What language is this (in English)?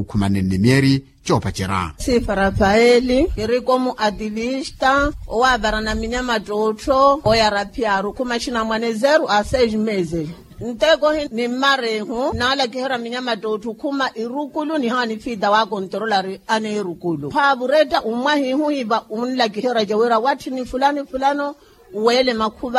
Makhuwa